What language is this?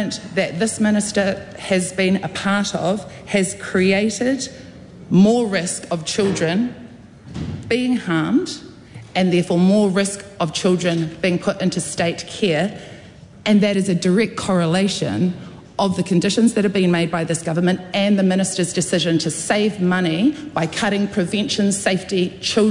English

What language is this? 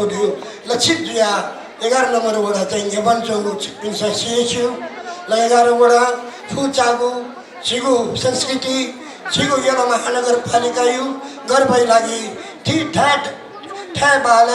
Newari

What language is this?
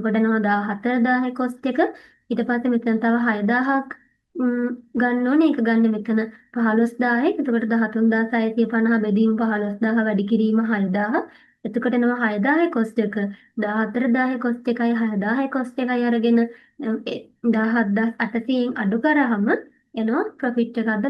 Sinhala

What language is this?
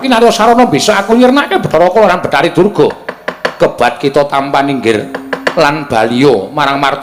Javanese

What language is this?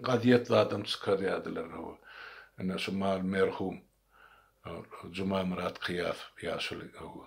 Turkmen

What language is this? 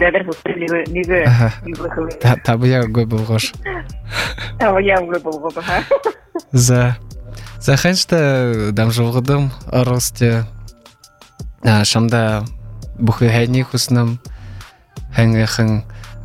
Buriat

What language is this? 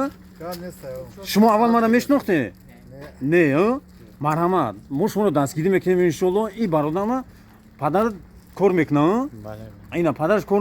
Tajik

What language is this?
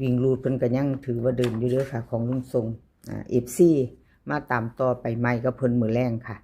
Northeastern Thai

